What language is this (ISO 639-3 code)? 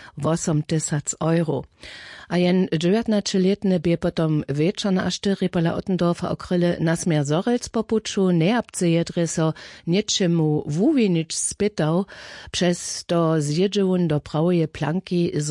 hsb